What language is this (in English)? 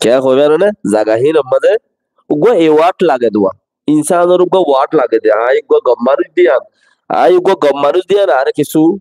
Rohingya